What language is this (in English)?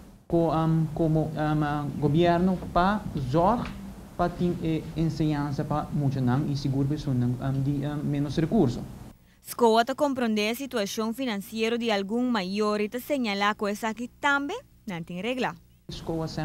Papiamento